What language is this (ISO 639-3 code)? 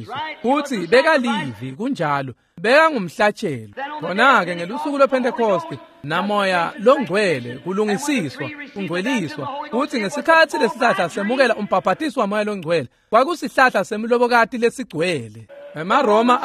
ssw